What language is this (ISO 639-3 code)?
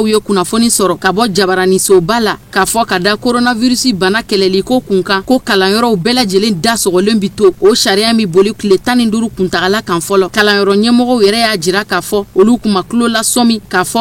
bam